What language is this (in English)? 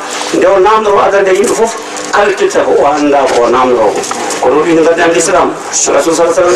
Fula